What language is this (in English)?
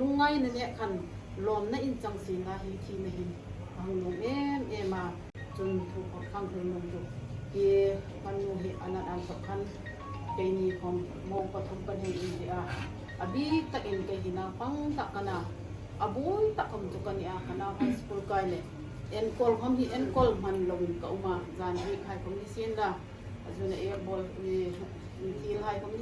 Hmar